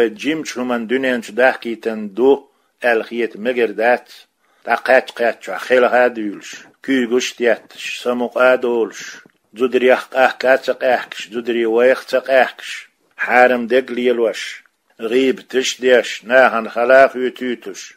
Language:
Chechen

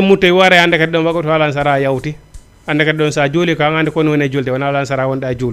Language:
Fula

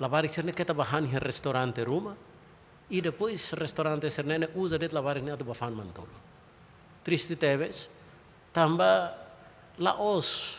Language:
Tetum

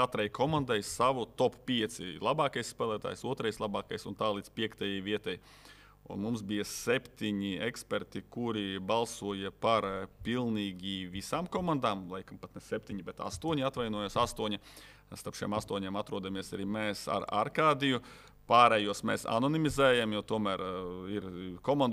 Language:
Latvian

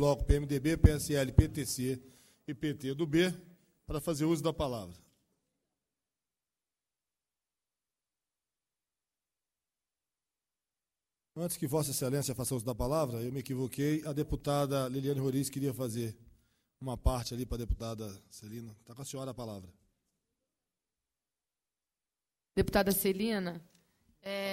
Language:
Portuguese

